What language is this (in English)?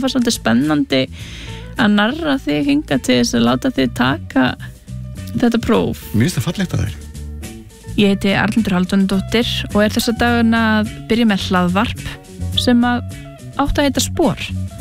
Icelandic